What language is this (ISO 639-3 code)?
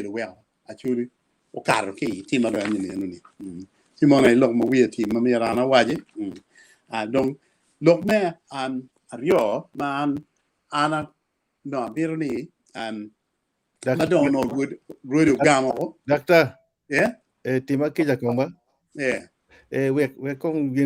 ach